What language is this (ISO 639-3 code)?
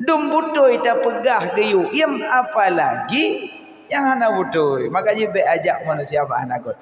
ace